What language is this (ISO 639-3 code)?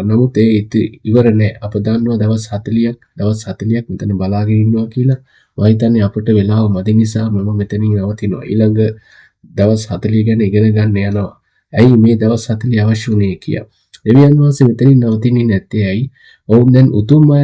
sin